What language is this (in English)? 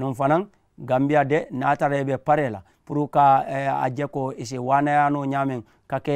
Mandingo